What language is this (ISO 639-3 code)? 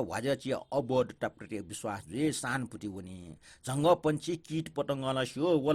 new